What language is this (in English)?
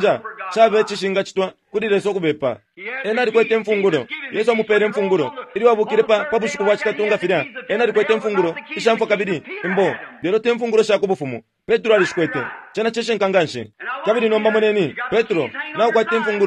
Bemba